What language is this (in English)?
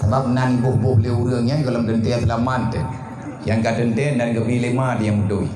Achinese